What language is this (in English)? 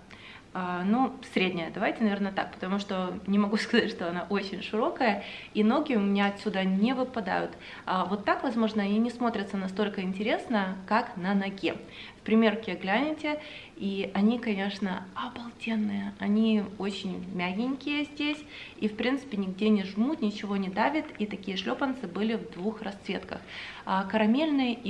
Russian